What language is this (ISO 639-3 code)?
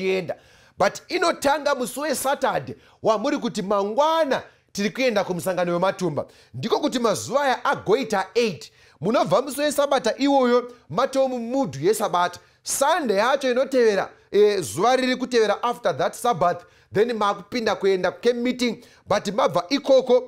sna